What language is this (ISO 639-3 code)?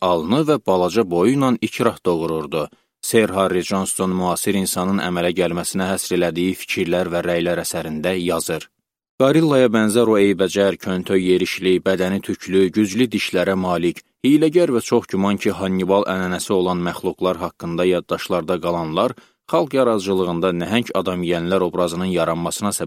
aze